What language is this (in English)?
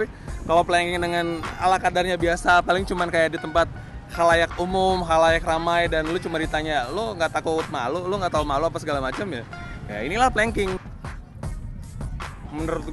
Indonesian